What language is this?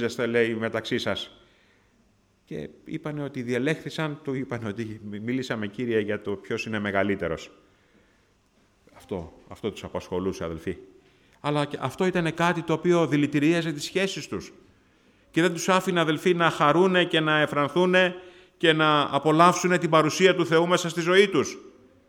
Greek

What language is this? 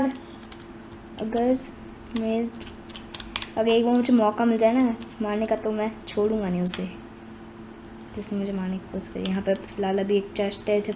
Hindi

